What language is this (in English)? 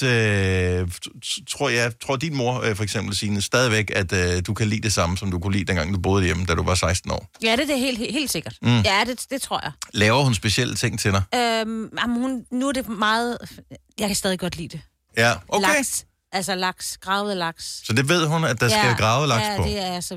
Danish